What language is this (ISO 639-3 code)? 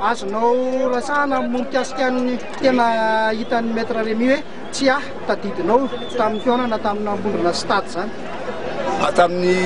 mlg